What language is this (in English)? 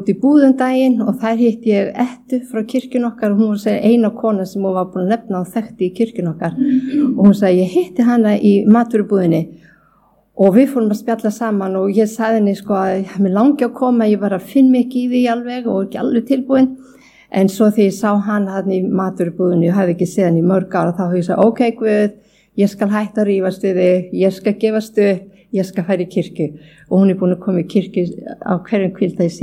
Icelandic